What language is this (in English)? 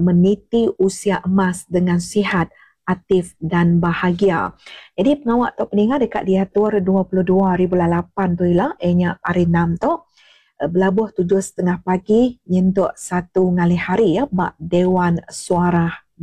Iban